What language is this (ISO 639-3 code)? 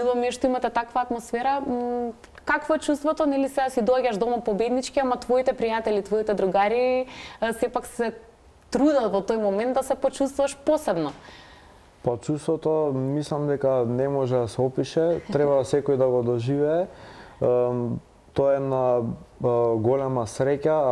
mkd